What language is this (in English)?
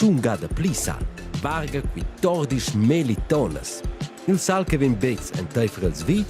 Romansh